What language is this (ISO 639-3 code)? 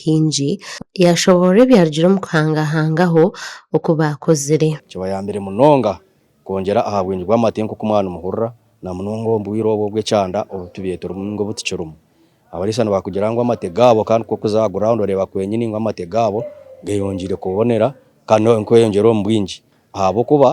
nyn